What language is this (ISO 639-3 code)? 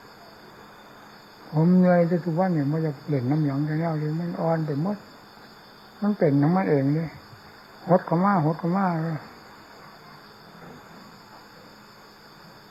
tha